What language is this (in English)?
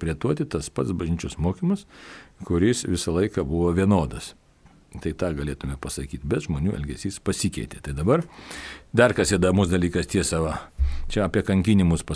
Lithuanian